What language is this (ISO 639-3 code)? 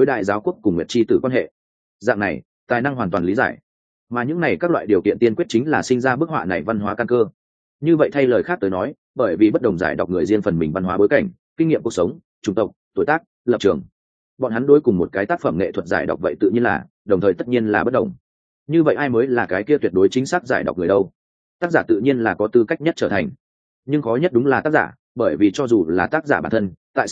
vie